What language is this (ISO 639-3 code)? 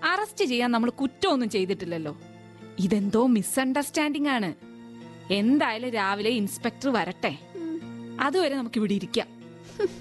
mal